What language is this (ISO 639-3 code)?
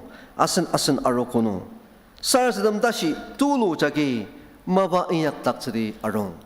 njo